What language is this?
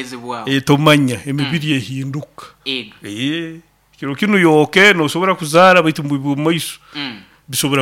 Nyoro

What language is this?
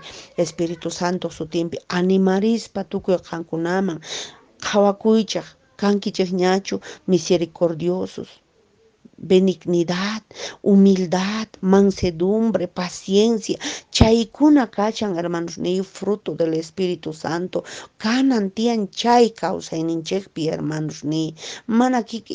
Quechua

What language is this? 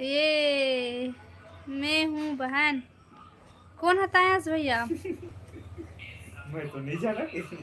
Chhattisgarhi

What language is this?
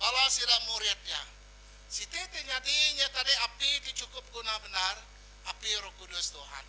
Iban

